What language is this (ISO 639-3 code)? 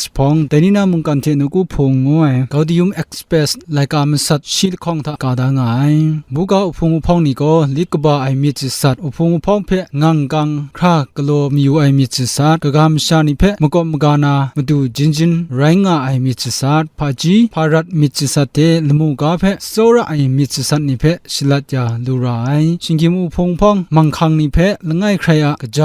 kac